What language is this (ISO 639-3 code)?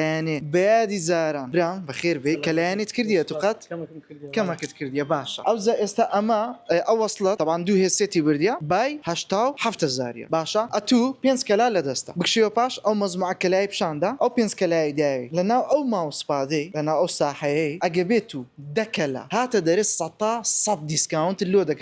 ckb